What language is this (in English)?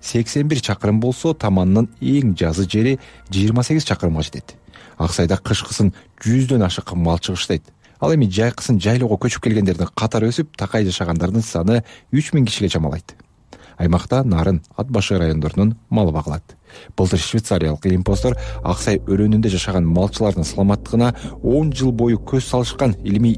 Kyrgyz